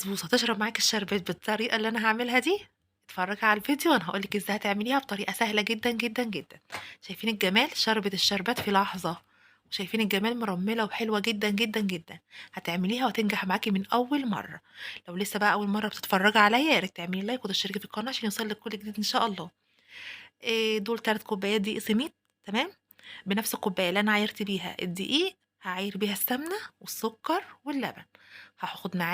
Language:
Egyptian Arabic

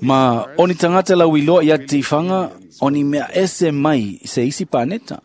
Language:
Samoan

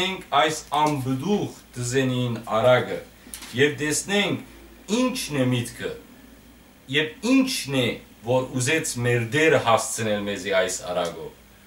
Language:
Western Armenian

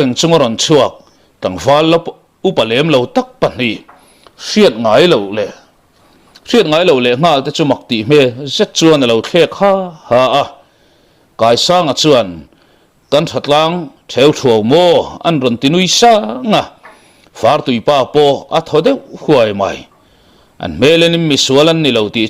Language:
Mizo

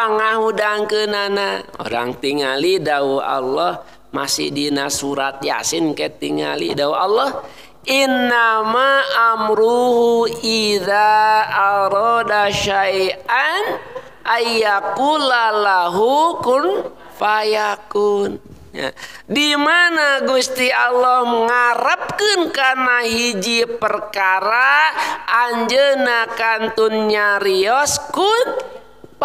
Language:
Sundanese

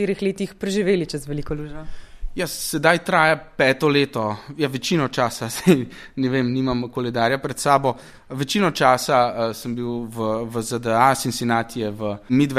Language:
Slovenian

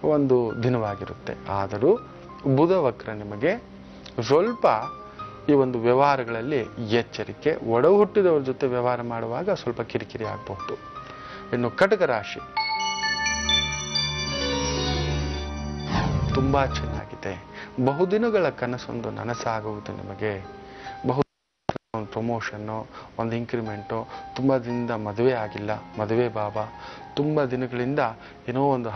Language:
Kannada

